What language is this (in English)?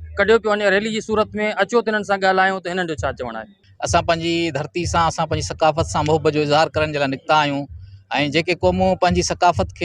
Sindhi